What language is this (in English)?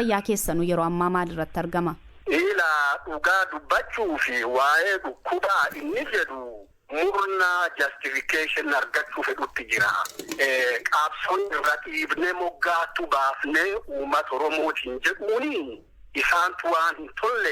Oromo